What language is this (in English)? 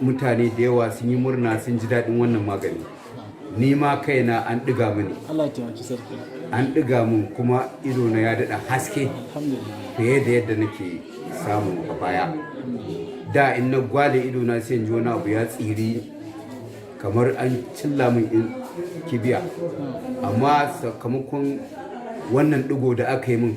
Hausa